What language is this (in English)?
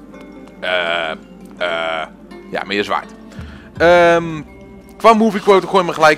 Dutch